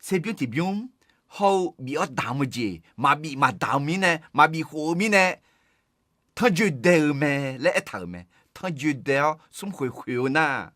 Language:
Akha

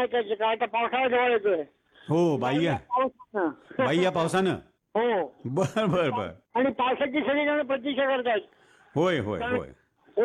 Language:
Marathi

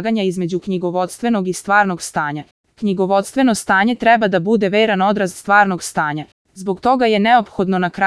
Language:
Serbian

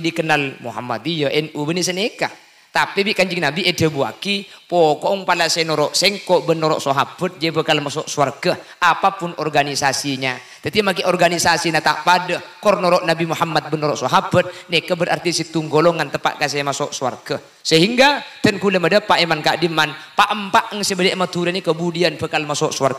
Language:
Madurese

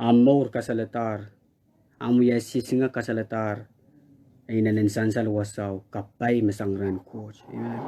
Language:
Pohnpeian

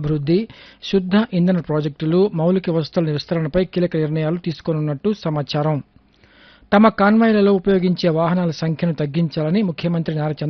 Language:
Telugu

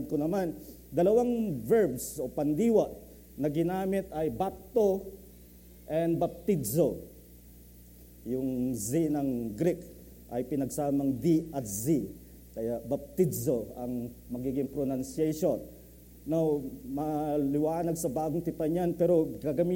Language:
Filipino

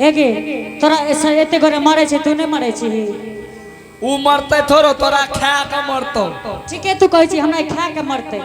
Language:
Angika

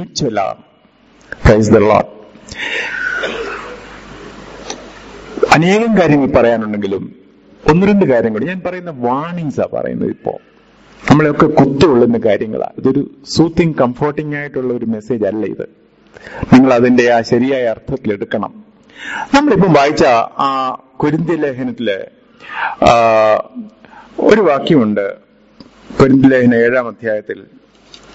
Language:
Malayalam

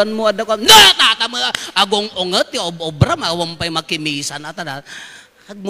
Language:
Iloko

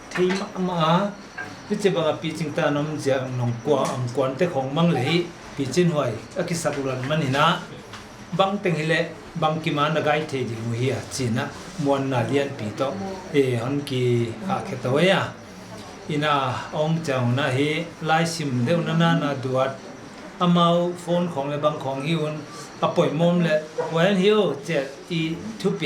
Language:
Paite Chin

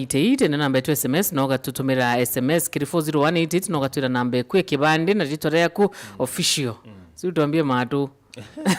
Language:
Meru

